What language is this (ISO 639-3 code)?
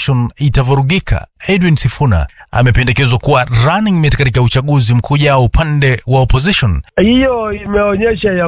swa